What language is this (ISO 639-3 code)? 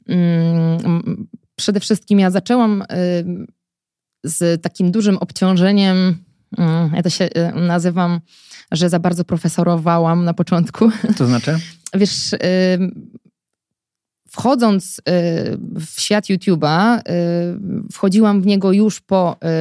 pol